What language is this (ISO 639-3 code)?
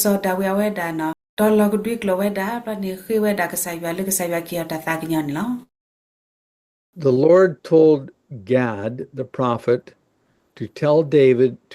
ksw